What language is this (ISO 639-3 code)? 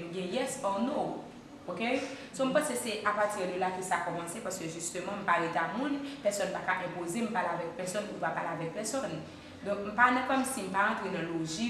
hat